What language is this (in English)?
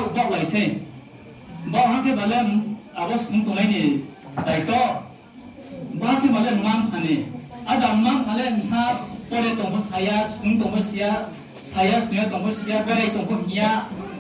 Riang (India)